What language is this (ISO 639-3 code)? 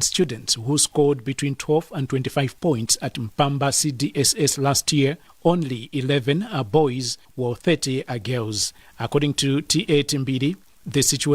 eng